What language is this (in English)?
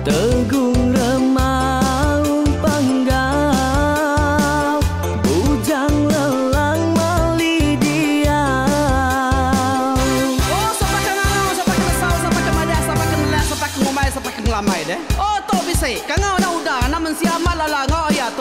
Iban